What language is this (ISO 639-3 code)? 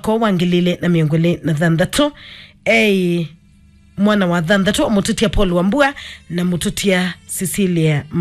kam